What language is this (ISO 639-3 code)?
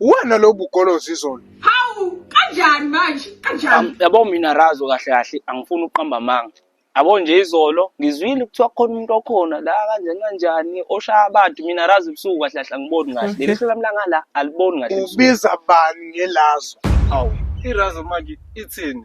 zul